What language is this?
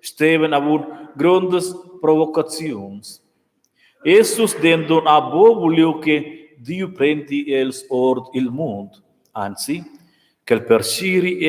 Romansh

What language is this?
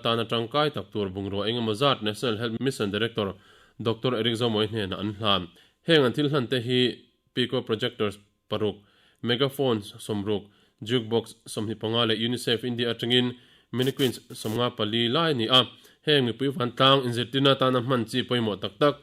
Mizo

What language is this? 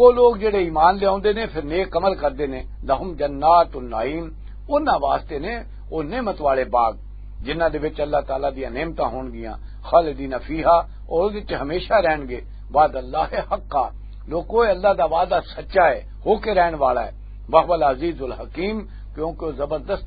Western Panjabi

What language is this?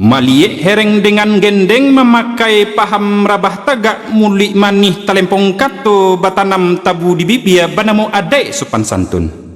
Minangkabau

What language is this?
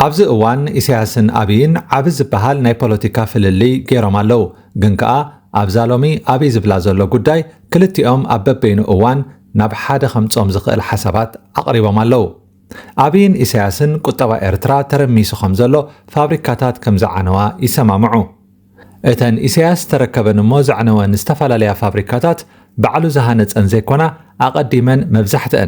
Tigrinya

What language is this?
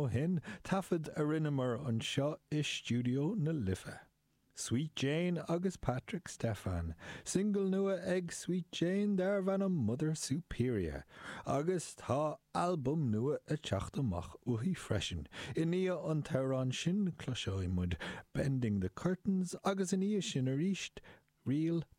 Irish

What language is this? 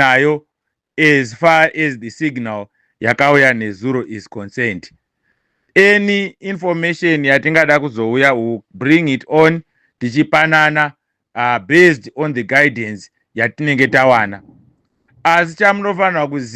Shona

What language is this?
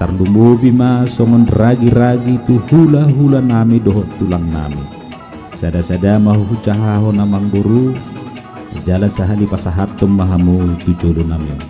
Batak Toba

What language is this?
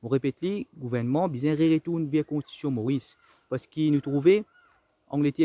Morisyen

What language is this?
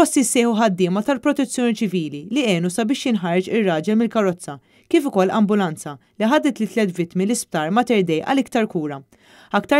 Maltese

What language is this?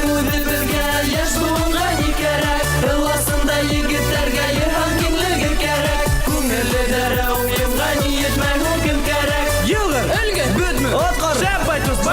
Bashkir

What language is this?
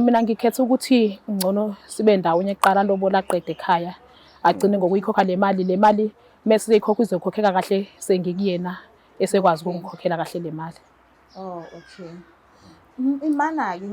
Zulu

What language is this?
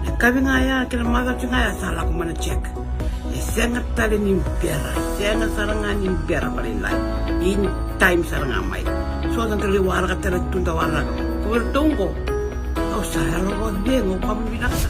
Fijian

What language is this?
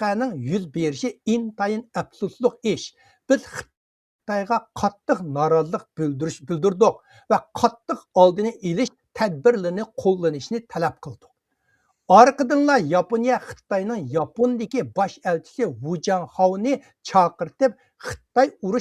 Uyghur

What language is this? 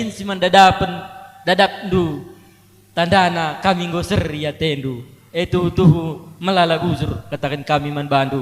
Batak Karo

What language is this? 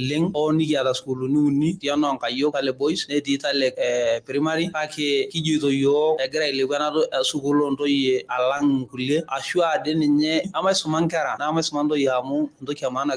Masai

